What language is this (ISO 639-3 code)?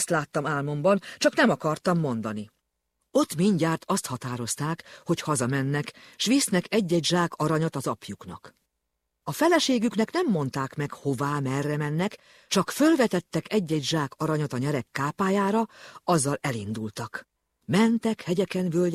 hun